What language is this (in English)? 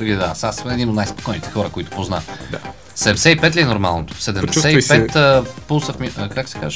Bulgarian